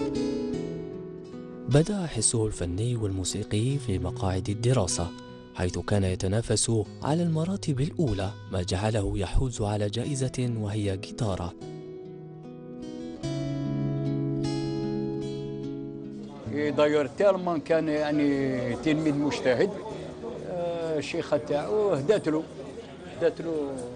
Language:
Algerian Arabic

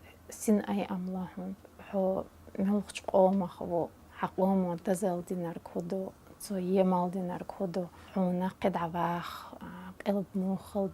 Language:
Chechen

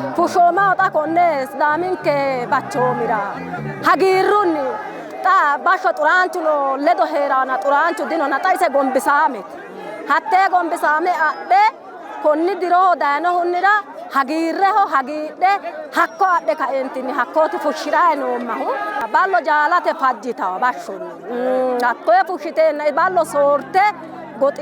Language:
Sidamo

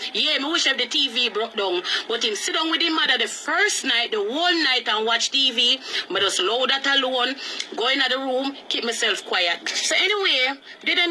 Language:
Jamaican Creole English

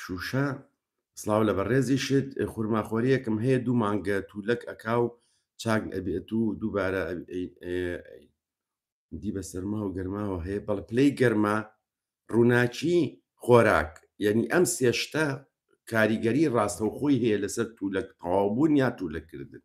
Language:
Central Kurdish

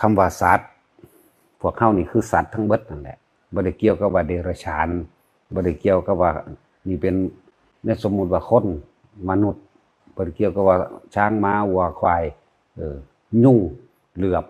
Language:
Northeastern Thai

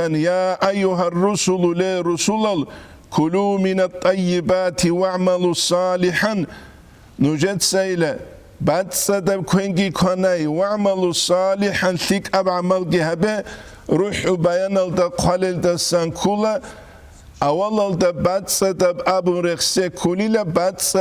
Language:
Avaric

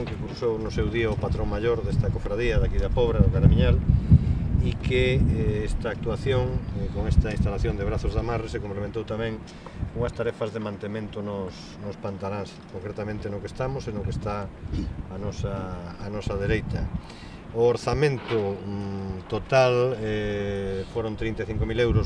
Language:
Galician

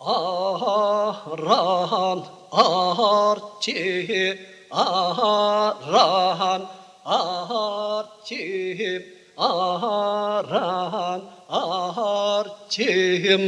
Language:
Yakut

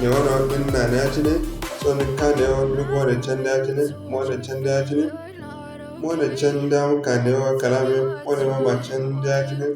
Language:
Zarma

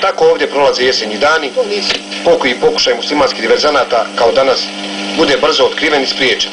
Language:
Croatian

